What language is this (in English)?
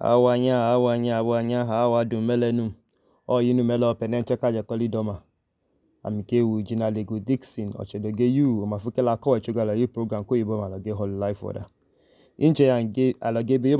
Idoma